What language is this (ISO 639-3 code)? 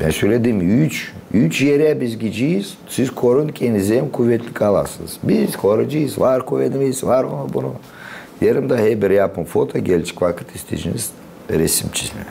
gag